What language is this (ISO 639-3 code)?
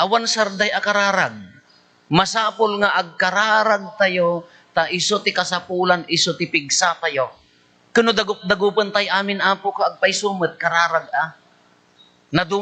ilo